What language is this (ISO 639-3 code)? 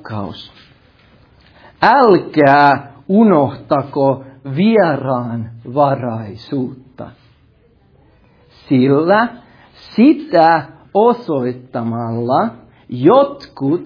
fin